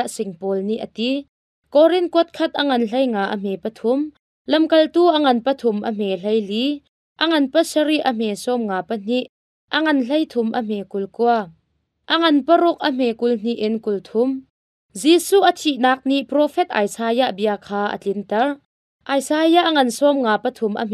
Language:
Hakha Chin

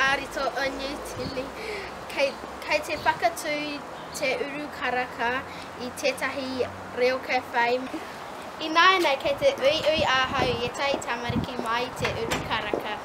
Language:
Māori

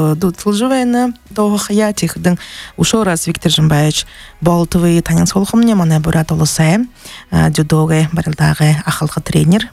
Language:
Buriat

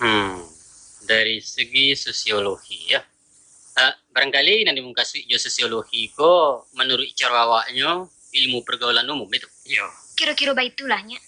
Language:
Minangkabau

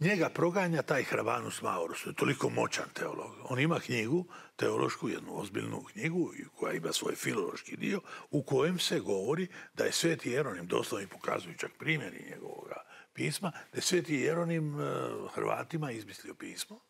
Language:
Croatian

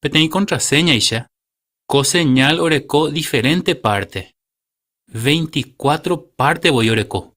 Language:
Guarani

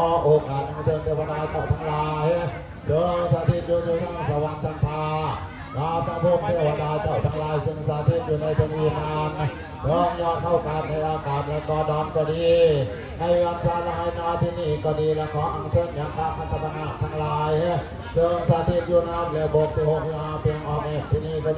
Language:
Pali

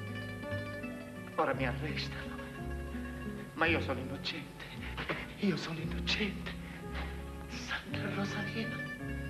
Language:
Italian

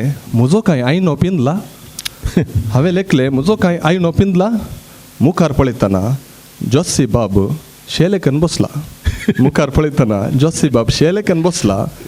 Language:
Konkani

